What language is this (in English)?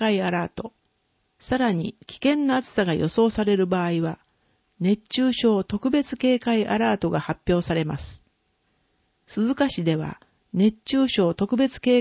Japanese